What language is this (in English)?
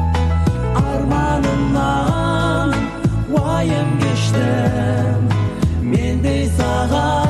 Kazakh